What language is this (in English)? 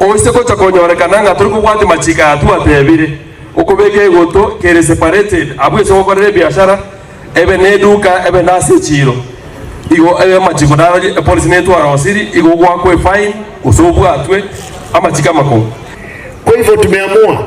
Gusii